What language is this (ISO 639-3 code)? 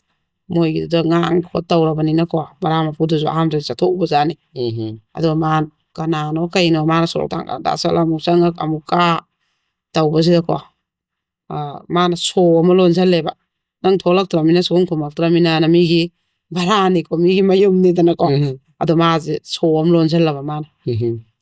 mni